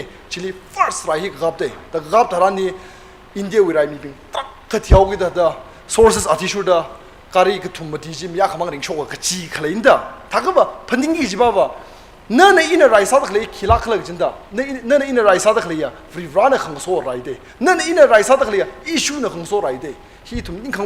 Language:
Tangkhul Naga (India)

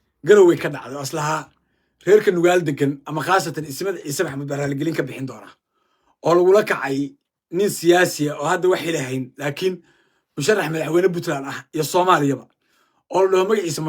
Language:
Somali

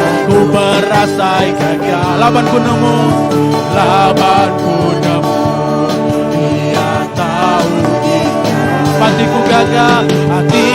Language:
Iban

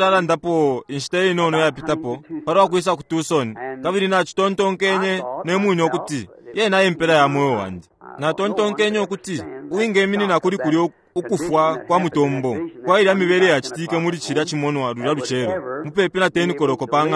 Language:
Bemba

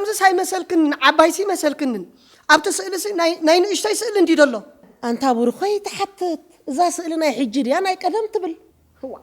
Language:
Tigrinya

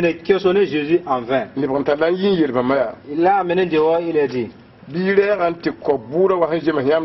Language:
Mossi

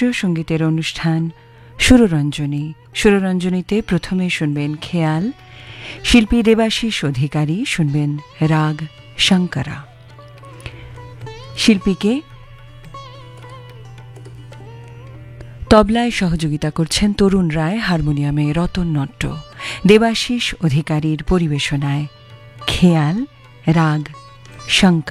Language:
Bangla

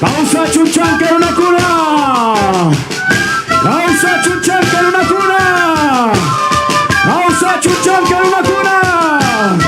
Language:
Ayacucho Quechua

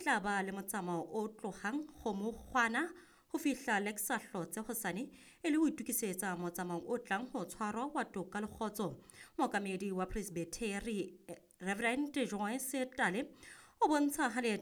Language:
Southern Sotho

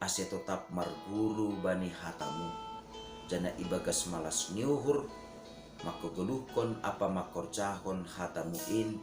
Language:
Batak Simalungun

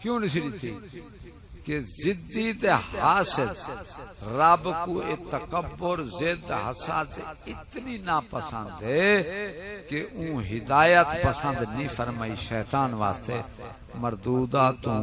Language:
Saraiki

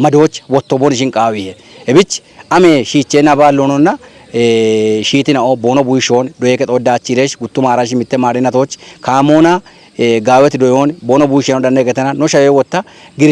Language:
Kafa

